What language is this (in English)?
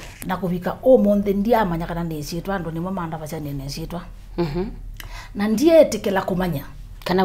Kamba